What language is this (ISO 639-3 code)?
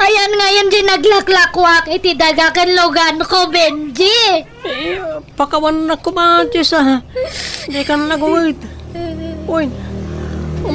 ilo